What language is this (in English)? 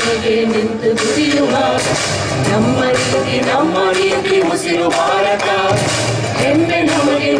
Kannada